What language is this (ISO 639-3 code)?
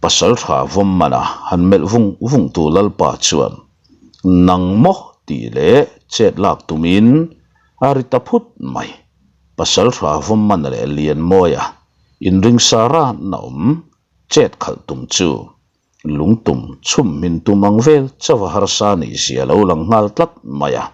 lus